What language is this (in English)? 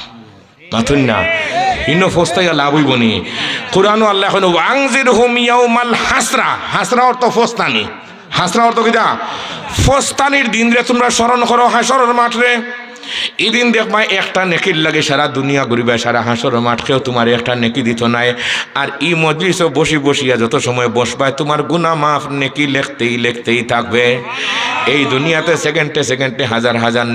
Sylheti